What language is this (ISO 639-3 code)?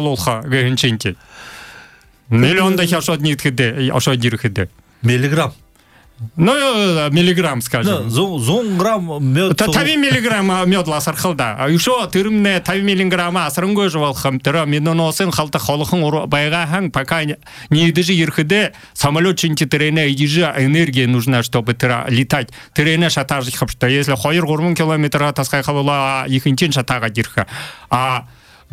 bua